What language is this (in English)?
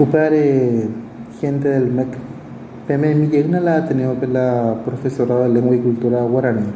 Guarani